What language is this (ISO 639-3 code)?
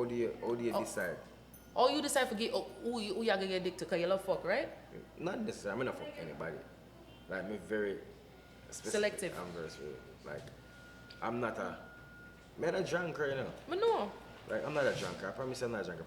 jam